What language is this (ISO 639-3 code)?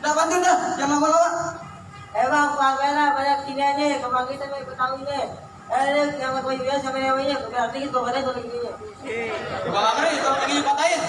bew